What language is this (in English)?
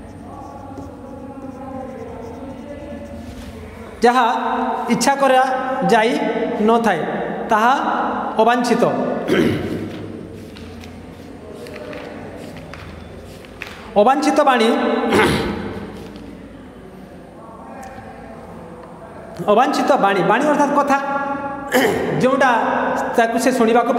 Odia